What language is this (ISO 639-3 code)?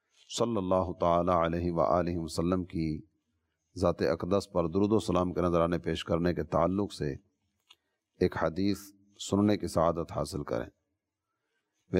urd